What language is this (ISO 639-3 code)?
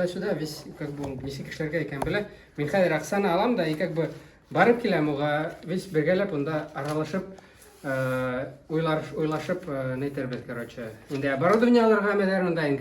bak